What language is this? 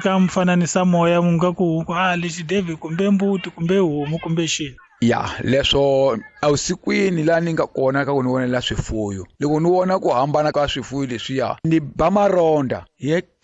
Tsonga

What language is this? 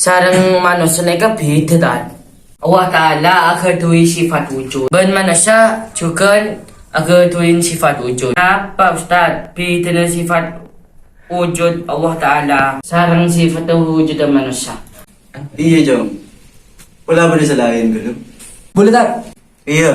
Madurese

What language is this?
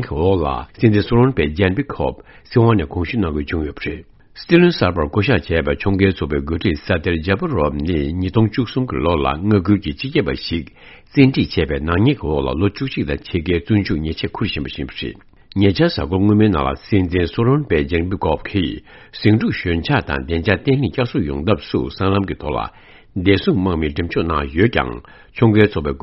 Tibetan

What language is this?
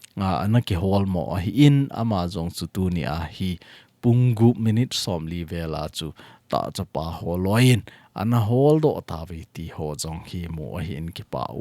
Thado Chin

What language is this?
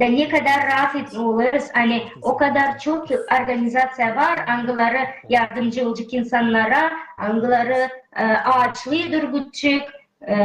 Gagauz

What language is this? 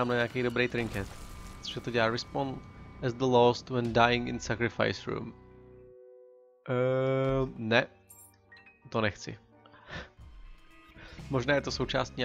Czech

